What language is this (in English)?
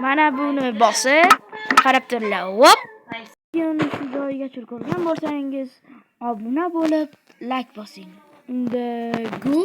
Uzbek